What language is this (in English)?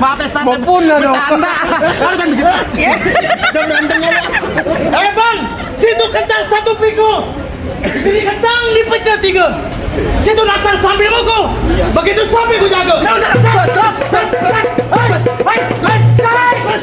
Betawi